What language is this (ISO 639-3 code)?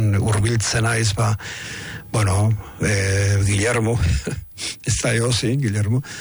eus